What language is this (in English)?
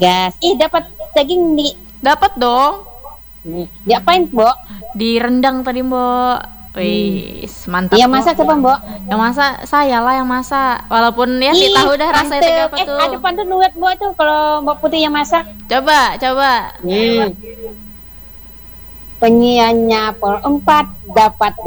Indonesian